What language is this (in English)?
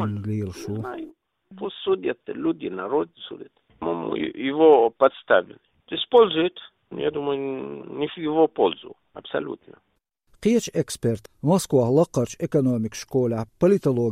Chechen